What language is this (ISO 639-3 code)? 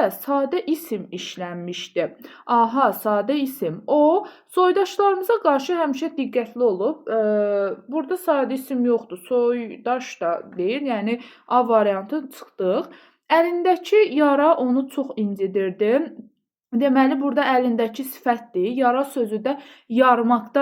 aze